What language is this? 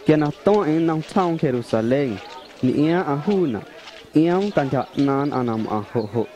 Guerrero Amuzgo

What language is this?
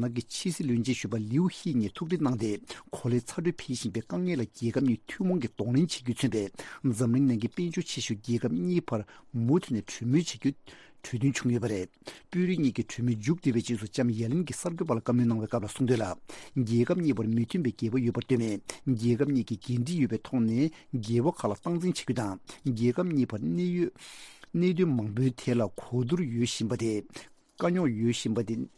Tibetan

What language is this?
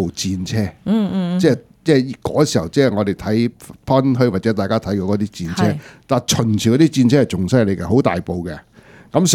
Cantonese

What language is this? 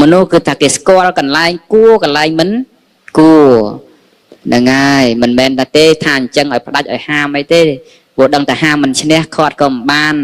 Khmer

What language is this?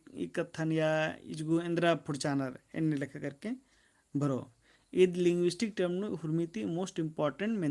Kurukh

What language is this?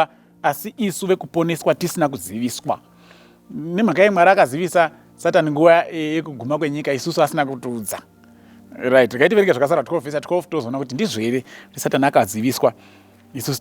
Shona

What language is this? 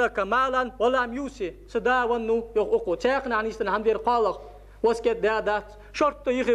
Ingush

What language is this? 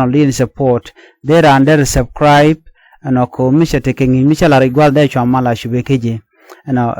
Nuer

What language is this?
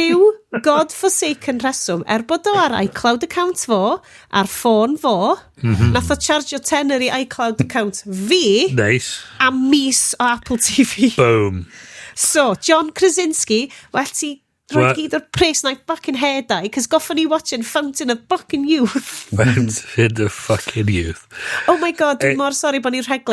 Welsh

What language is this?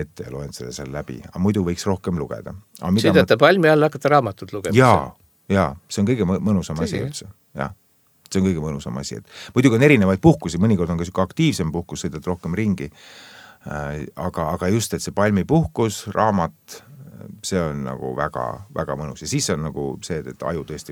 Estonian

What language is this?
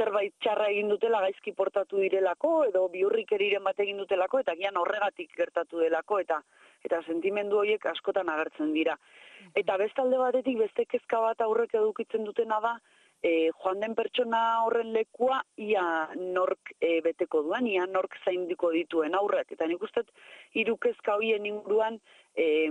Basque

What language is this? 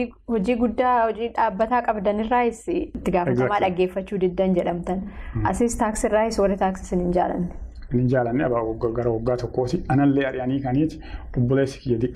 Oromo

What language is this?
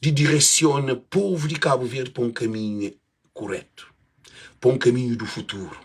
Kabuverdianu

